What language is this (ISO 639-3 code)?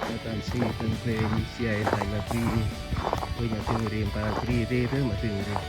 cmo